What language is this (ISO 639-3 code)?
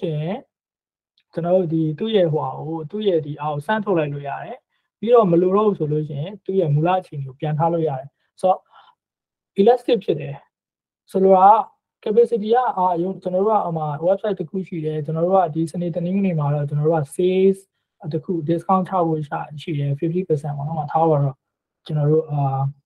mya